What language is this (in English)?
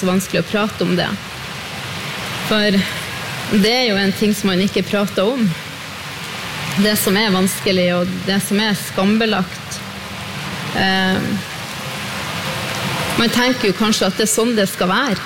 Norwegian